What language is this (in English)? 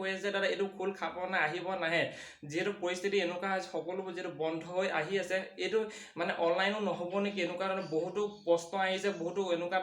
Assamese